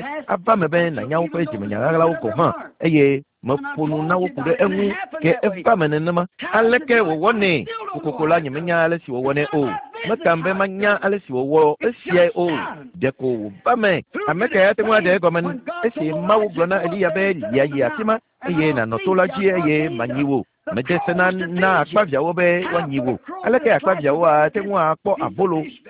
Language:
Ewe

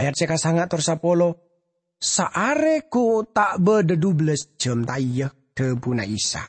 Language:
Madurese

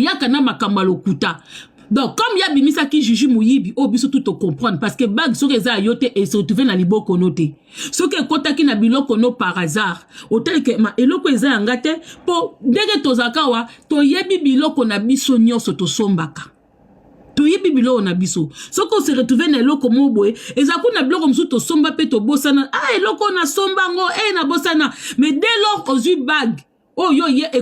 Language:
Lingala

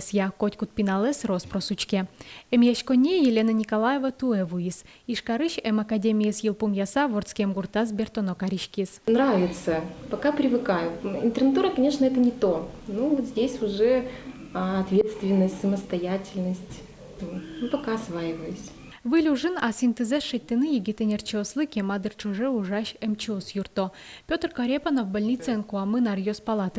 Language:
Udmurt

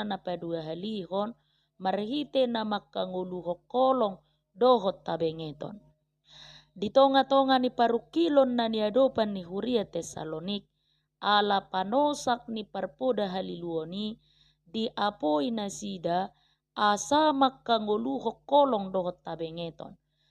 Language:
Batak Toba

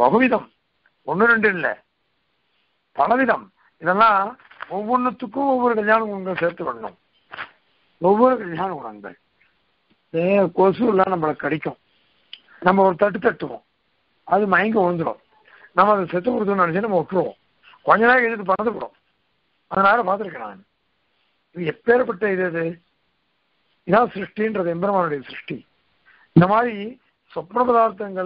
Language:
Tamil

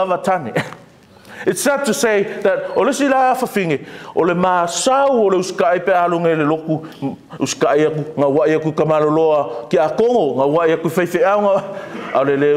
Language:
Samoan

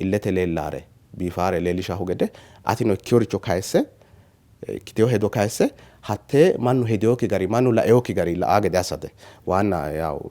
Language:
Sidamo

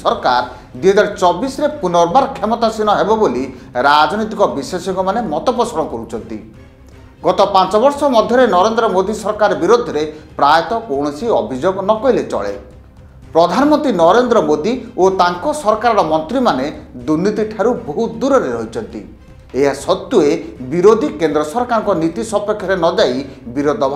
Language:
Odia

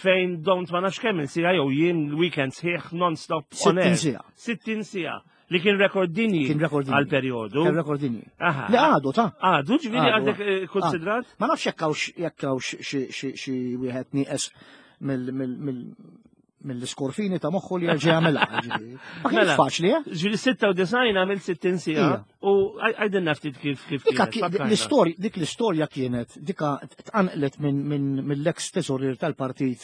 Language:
Maltese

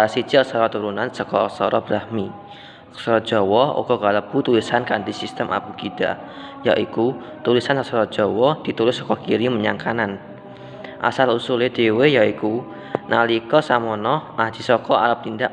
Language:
Javanese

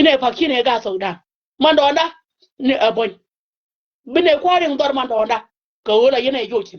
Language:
Nuer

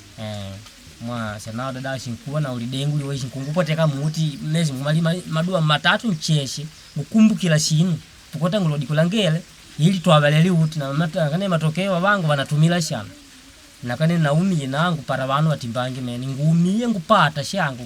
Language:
Makonde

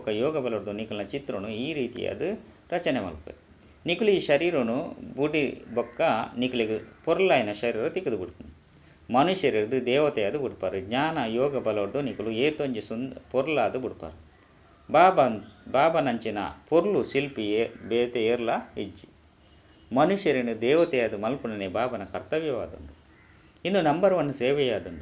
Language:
Tulu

